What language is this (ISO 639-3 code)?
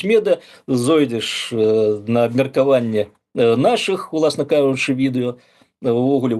bel